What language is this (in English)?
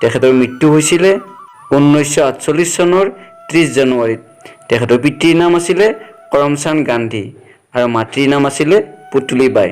Assamese